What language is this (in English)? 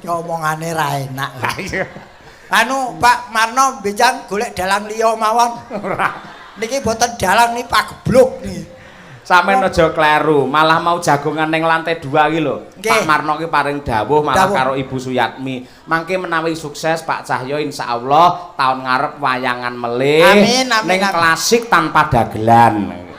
Javanese